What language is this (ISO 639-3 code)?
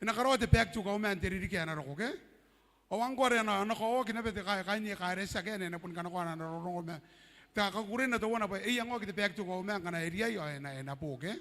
gil